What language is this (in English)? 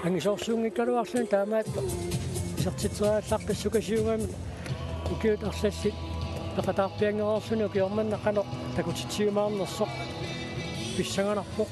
Kalaallisut